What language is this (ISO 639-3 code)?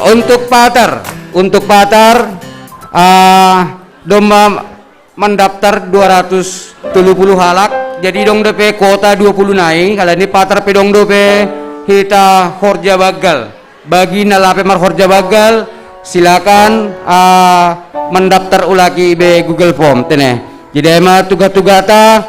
bts